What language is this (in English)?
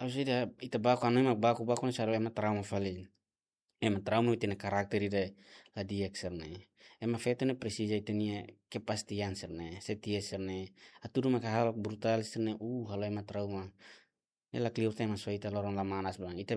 Tetum